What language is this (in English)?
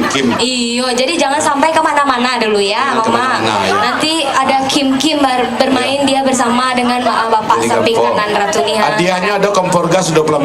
Minangkabau